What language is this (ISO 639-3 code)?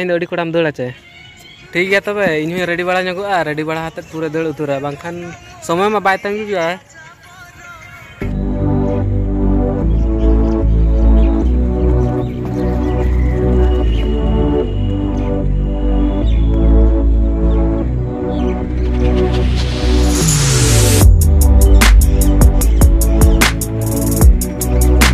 sat